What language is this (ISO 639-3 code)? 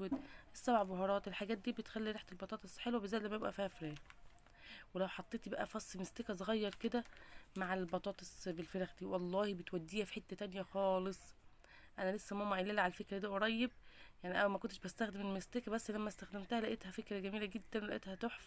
arz